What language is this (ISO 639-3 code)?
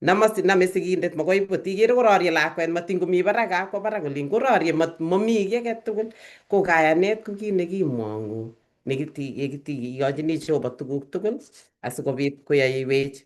kln